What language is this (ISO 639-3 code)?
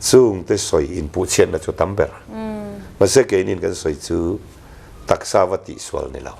lus